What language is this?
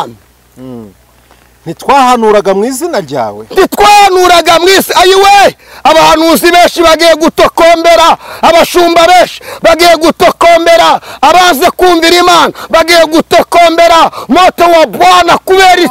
Kinyarwanda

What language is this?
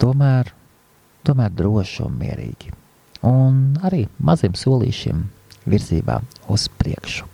Latvian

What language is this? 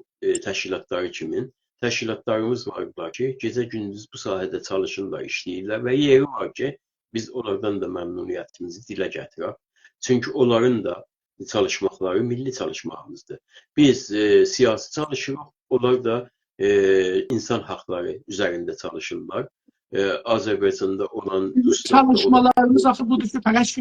South Azerbaijani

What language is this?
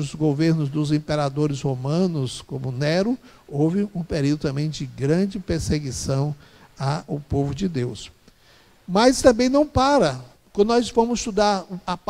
Portuguese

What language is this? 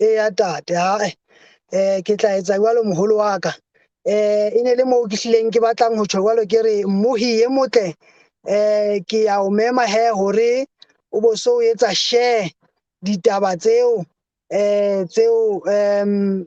Southern Sotho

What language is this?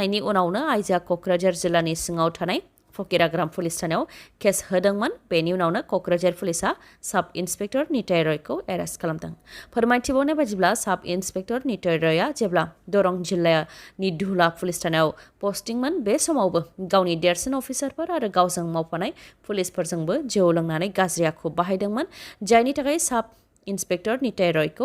Bodo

